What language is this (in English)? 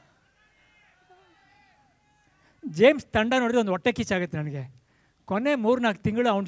Kannada